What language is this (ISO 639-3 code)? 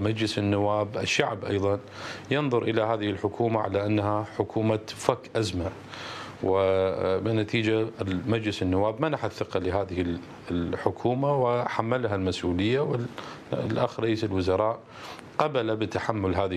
acm